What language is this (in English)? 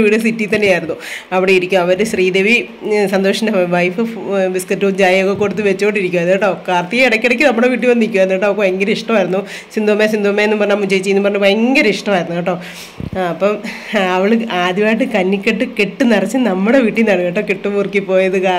Malayalam